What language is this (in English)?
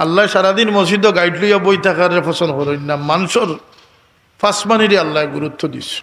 Sylheti